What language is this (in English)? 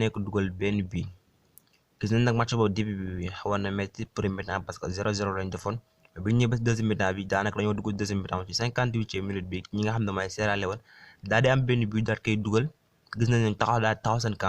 Wolof